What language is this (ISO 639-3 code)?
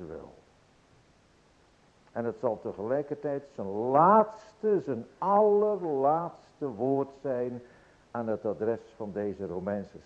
nld